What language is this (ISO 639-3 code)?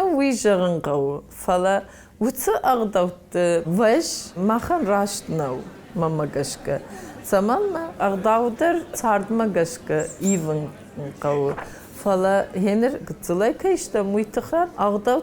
oss